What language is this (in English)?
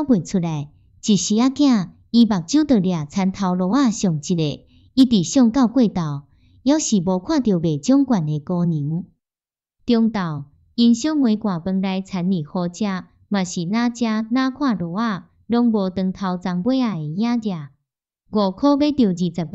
Min Nan Chinese